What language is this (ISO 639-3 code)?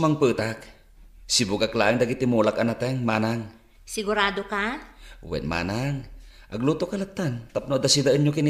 ilo